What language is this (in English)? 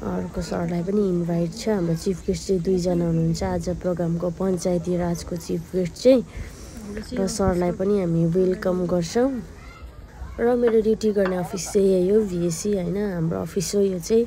Nepali